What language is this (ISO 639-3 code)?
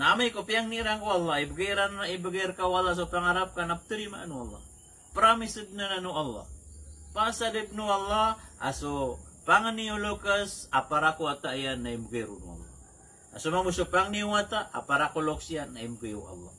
mrw